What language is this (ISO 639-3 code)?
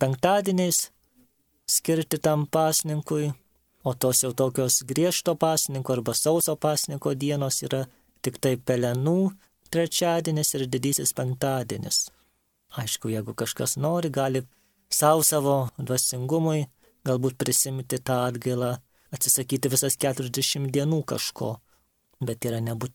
lit